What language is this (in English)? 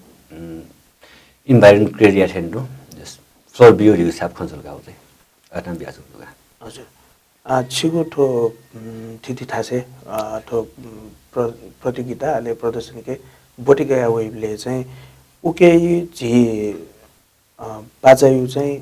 Newari